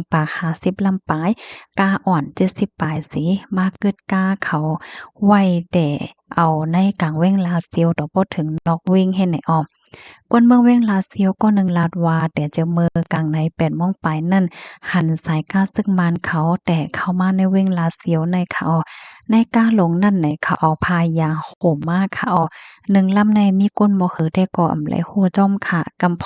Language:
Shan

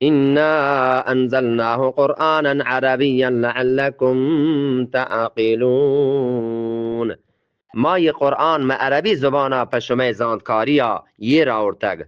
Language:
Eastern Balochi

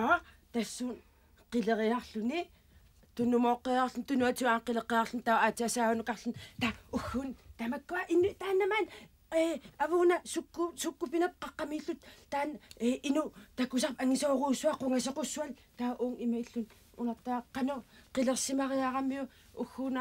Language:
Kalaallisut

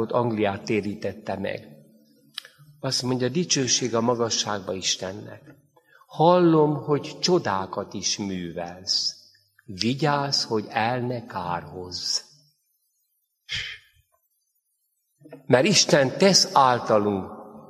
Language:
Hungarian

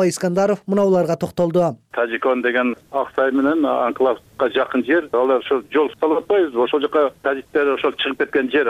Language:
Kyrgyz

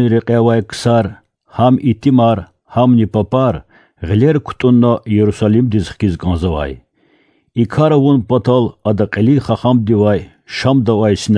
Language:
Lezghian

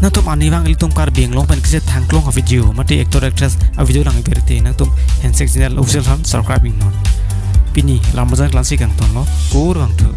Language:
Karbi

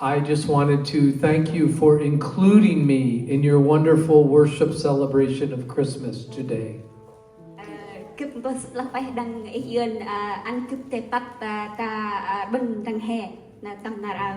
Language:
Central Mnong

